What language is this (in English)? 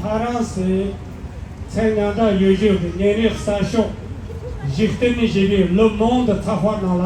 Tibetan